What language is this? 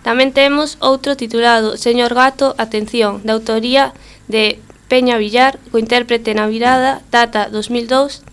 Galician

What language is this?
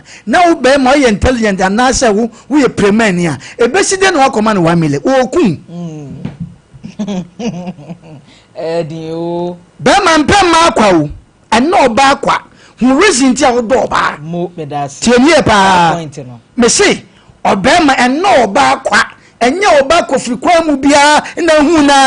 Akan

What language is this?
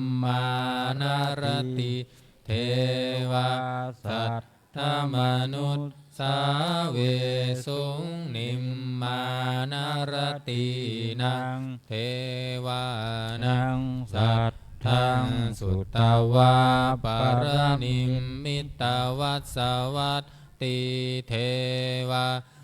Pali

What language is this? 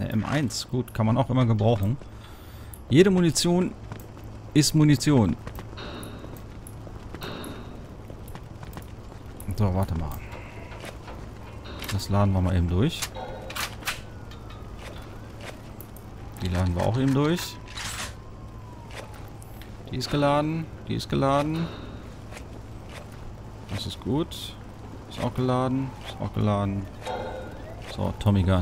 German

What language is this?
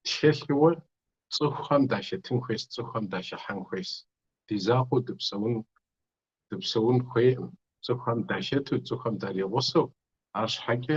Kabardian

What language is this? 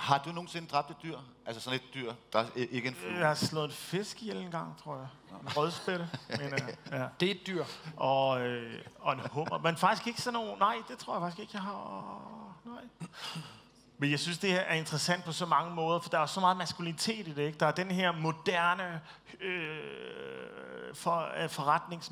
Danish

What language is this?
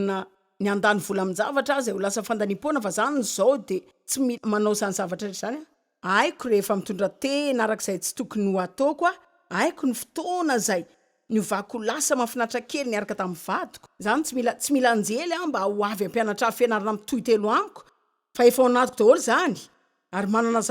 Malagasy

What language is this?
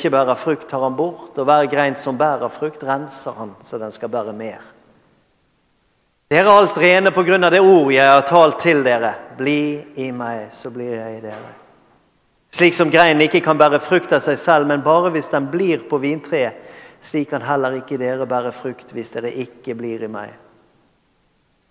Norwegian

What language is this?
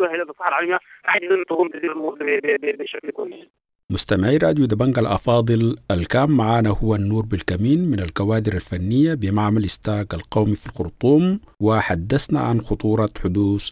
Sudanese Arabic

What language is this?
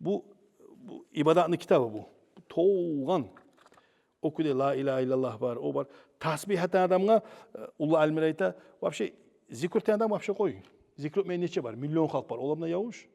Kumyk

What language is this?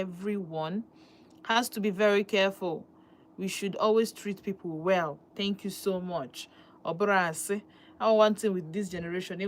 Igbo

